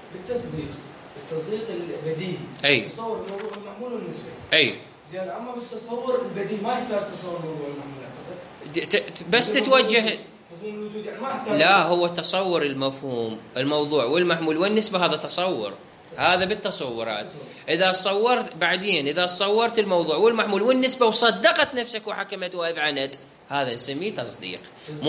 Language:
Mesopotamian Arabic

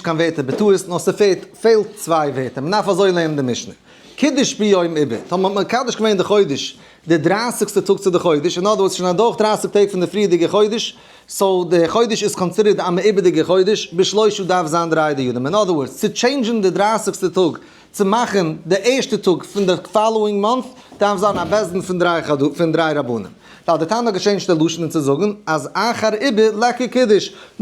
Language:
Yiddish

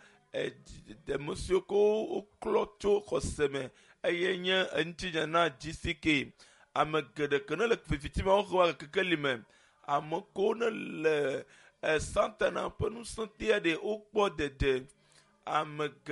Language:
Ewe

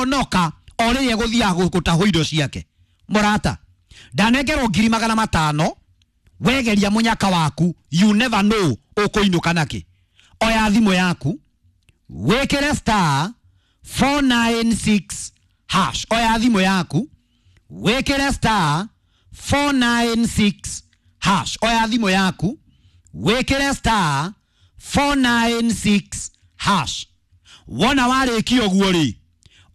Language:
Kikuyu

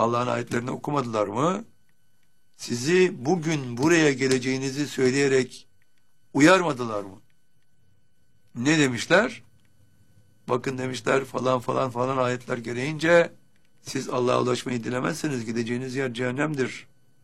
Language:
Turkish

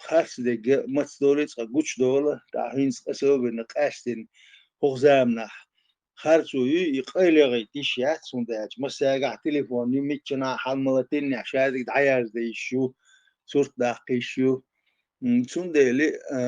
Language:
Chechen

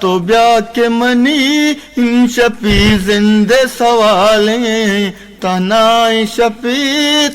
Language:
Eastern Balochi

